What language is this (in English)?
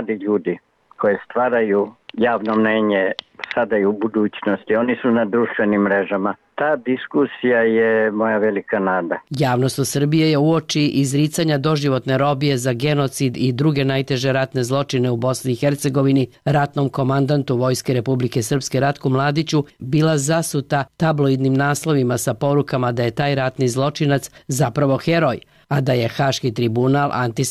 Serbian